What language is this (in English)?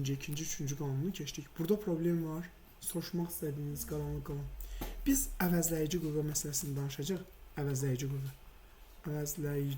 Azerbaijani